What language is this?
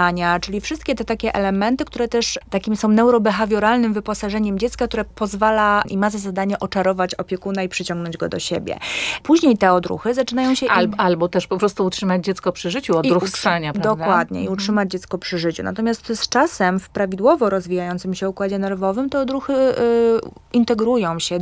Polish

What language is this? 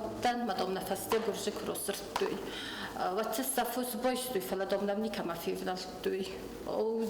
Ossetic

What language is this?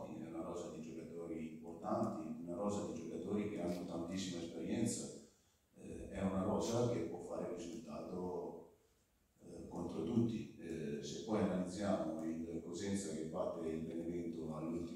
Italian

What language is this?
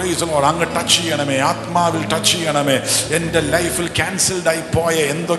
Malayalam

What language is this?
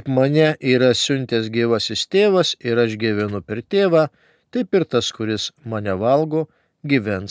Lithuanian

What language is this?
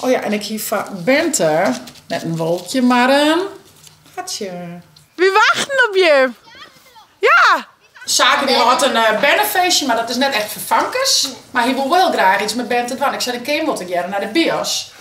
Western Frisian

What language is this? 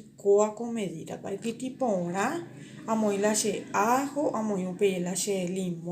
Guarani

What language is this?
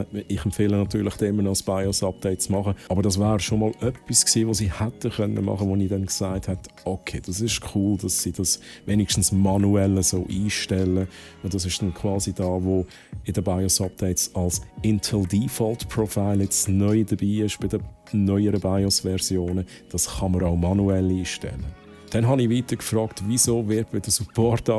Swiss German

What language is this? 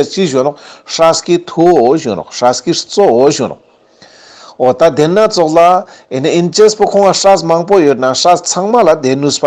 Ladakhi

